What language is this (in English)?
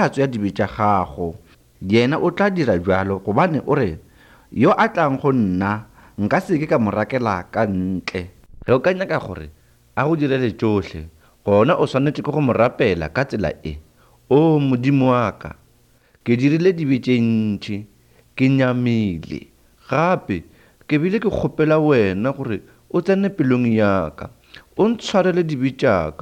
Northern Sotho